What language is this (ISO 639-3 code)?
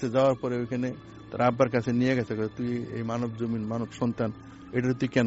ben